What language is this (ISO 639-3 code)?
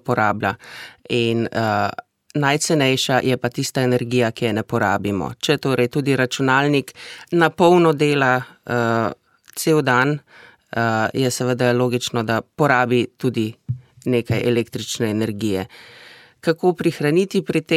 slv